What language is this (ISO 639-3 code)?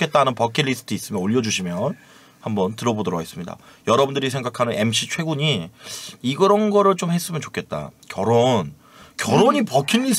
kor